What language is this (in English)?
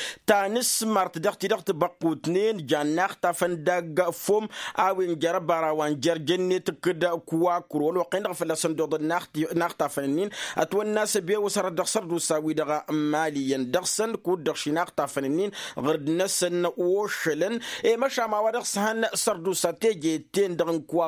Tamasheq